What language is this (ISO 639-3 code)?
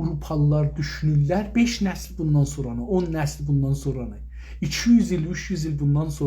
azb